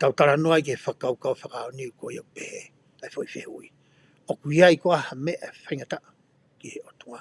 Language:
Tongan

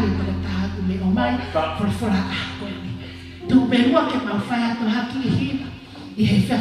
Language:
Tongan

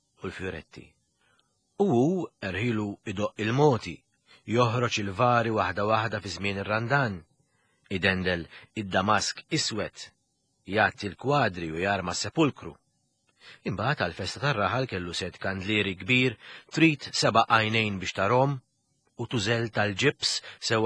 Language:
Maltese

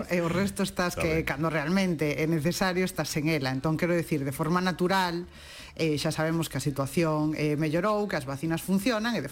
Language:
Galician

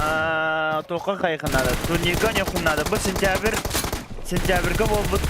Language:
Yakut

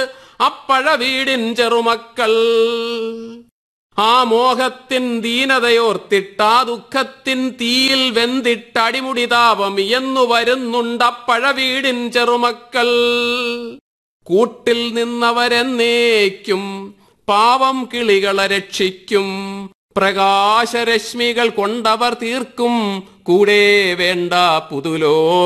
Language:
Malayalam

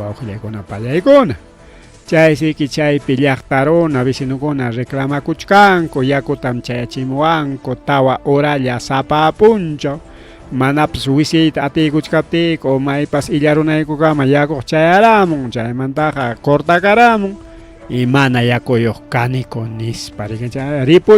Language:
Ayacucho Quechua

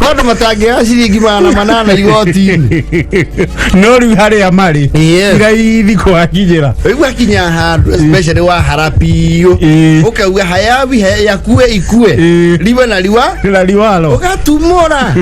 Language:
Kikuyu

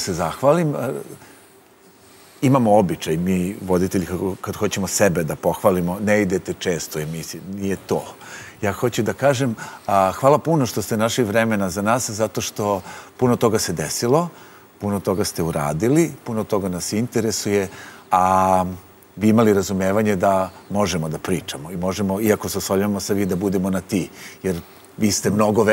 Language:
Serbian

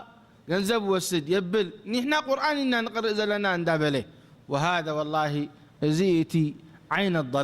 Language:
Tigrinya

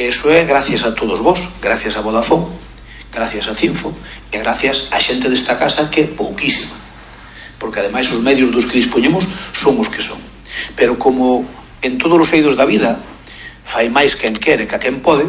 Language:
Galician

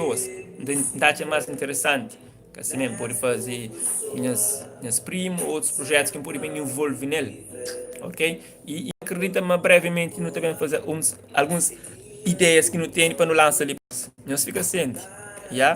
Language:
Kabuverdianu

